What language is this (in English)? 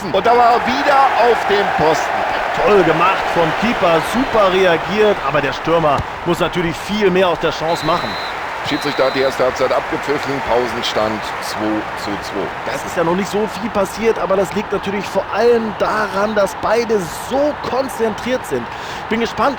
Bavarian